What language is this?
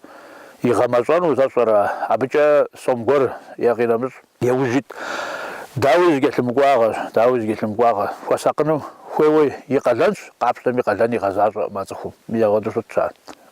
Kabardian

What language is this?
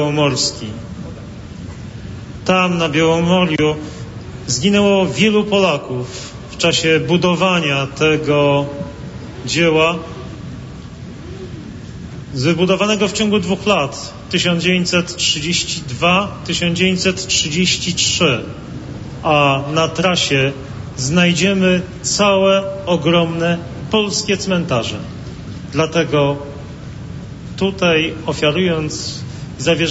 Polish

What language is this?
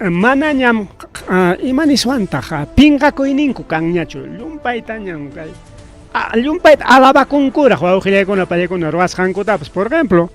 Ayacucho Quechua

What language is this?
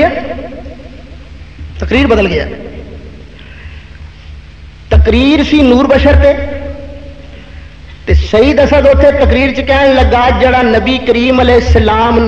Western Panjabi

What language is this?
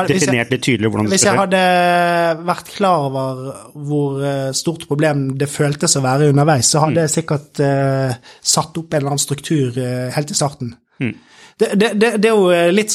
Norwegian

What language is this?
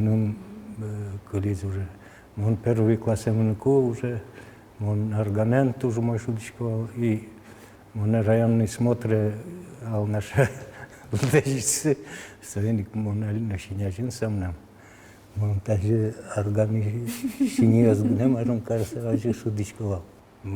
Udmurt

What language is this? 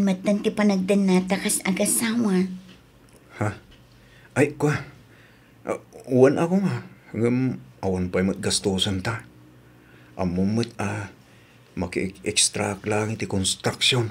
Iloko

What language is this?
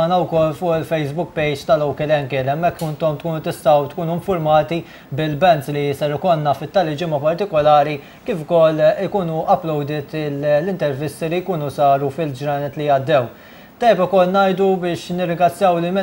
Maltese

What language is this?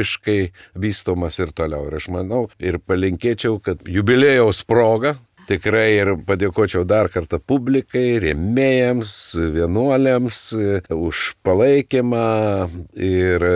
Lithuanian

